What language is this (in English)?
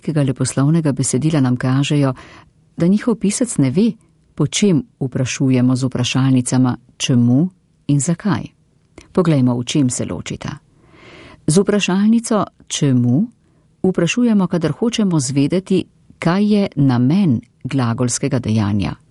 Slovenian